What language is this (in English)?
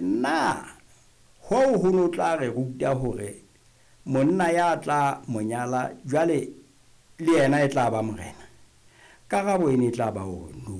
Southern Sotho